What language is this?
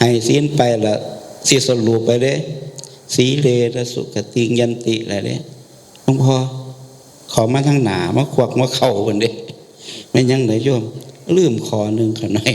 Northeastern Thai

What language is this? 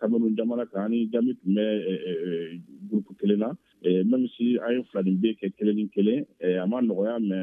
Bambara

